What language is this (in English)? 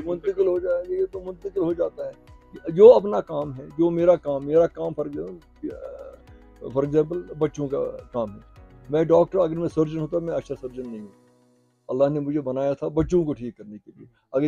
Urdu